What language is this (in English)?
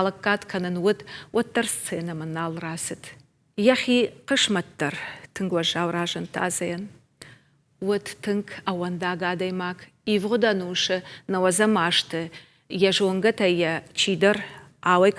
Ossetic